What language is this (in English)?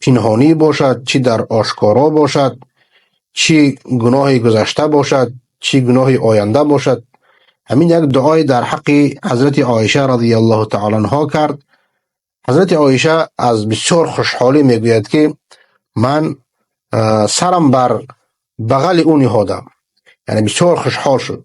Persian